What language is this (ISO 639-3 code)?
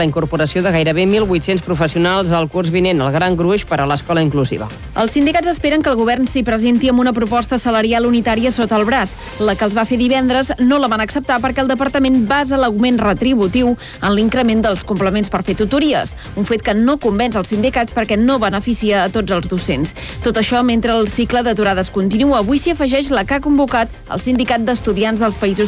cat